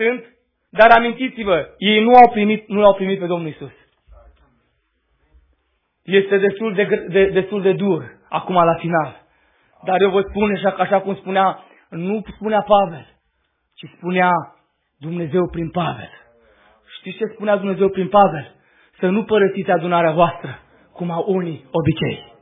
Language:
Romanian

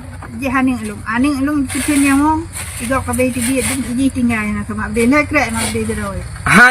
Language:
Achinese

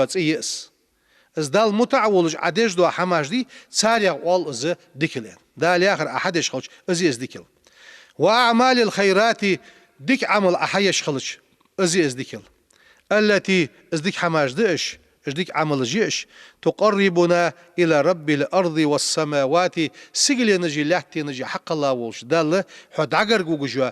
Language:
Ingush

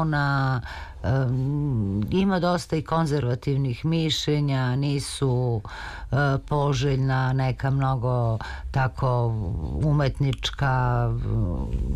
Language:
Serbian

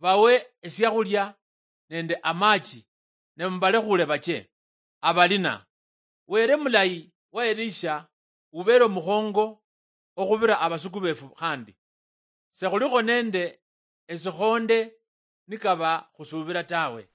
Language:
Luyia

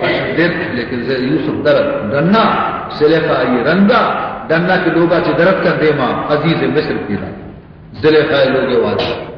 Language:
Baluchi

